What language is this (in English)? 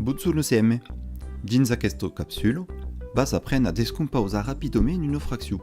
Occitan